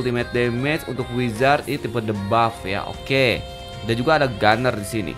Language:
Indonesian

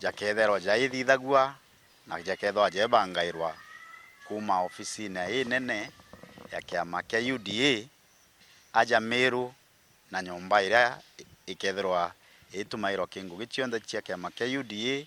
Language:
Meru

